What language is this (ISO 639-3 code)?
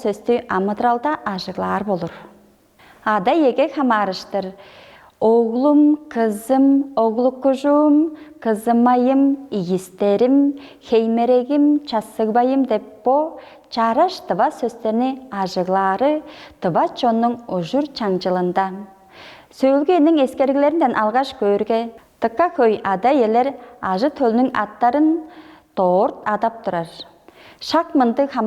tyv